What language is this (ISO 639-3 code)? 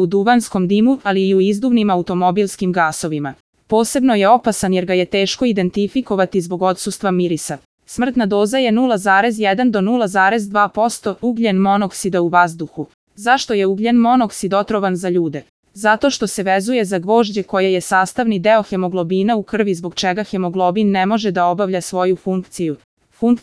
srp